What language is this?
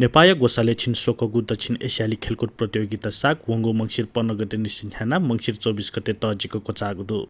Newari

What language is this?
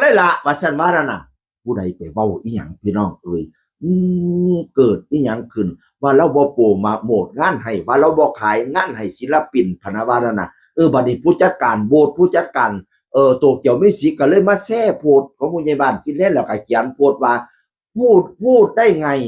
Northeastern Thai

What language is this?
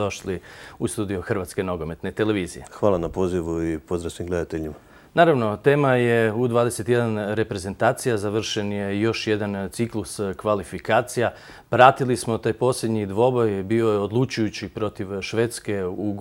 Croatian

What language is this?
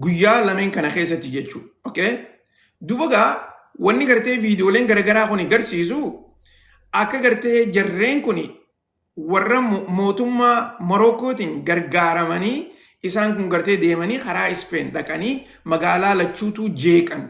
Oromo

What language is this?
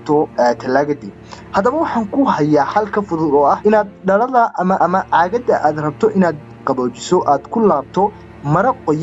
Somali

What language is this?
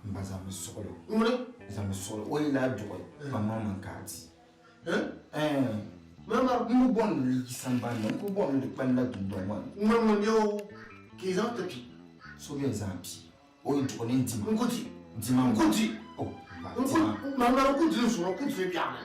Dagbani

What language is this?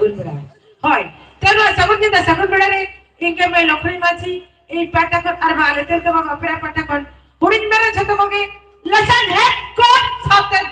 Santali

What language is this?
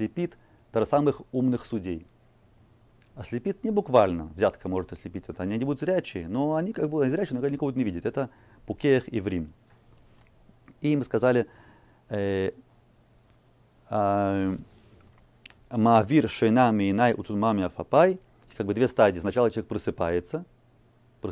Russian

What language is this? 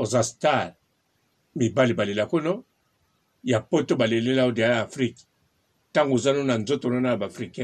Lingala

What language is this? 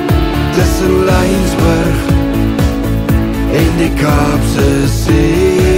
Afrikaans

